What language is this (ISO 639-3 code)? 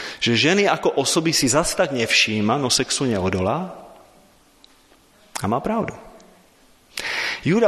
slk